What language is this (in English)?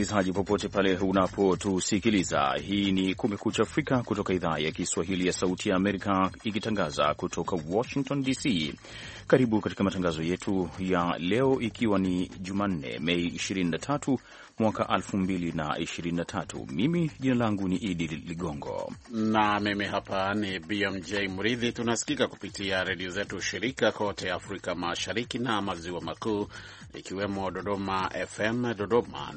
Swahili